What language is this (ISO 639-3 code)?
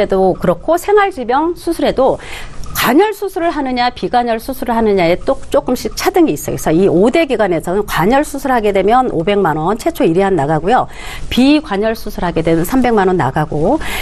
kor